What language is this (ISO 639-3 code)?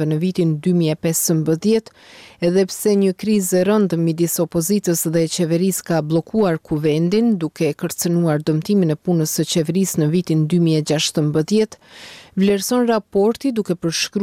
sqi